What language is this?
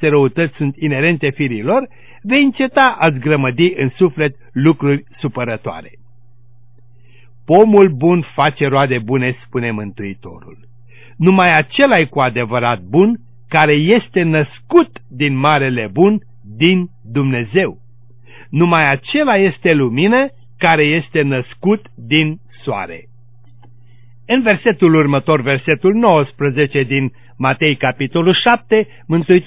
Romanian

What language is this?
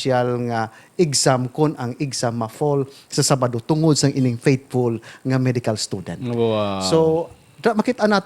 Hiligaynon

